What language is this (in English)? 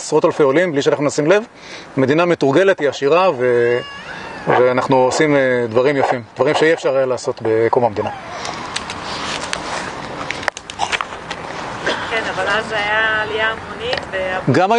Hebrew